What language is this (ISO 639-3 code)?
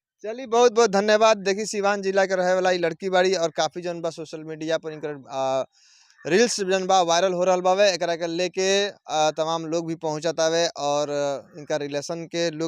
bho